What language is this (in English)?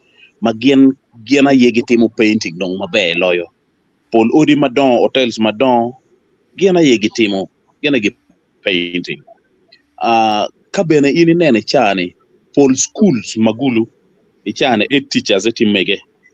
Acoli